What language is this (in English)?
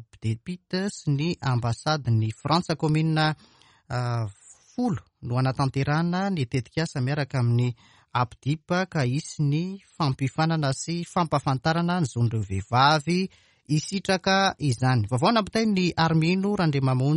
Malagasy